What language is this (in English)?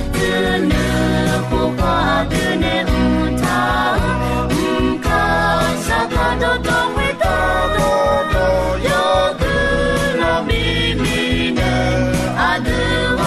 Akha